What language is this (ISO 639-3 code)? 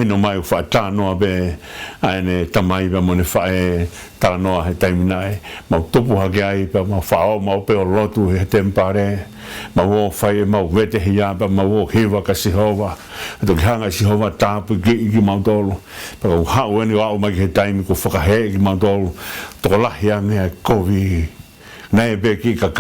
ton